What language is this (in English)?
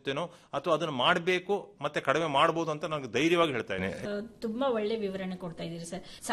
Kannada